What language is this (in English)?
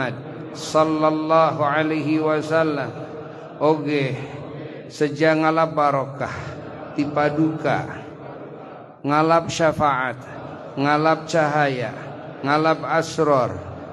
Sundanese